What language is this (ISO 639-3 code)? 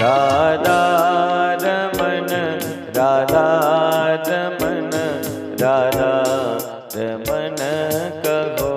doi